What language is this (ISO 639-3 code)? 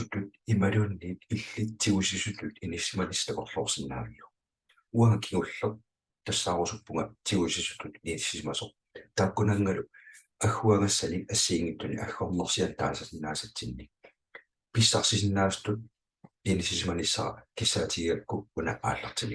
kal